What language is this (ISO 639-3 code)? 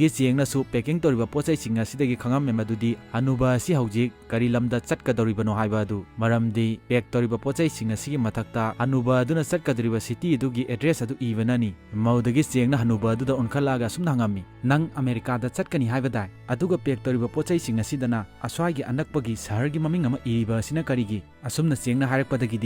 mni